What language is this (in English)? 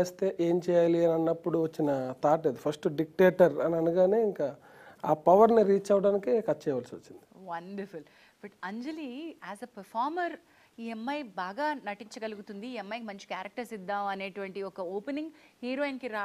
Telugu